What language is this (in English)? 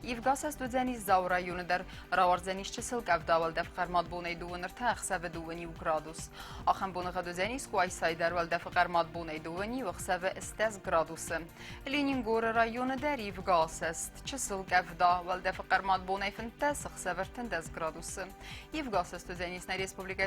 Ossetic